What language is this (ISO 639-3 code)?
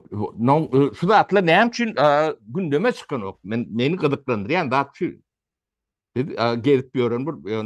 tuk